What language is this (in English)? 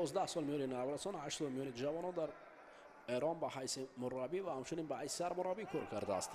Tajik